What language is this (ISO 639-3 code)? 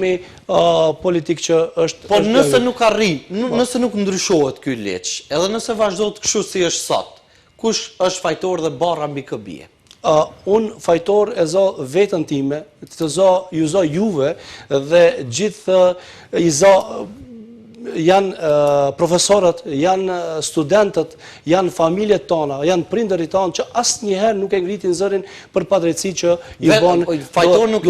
sqi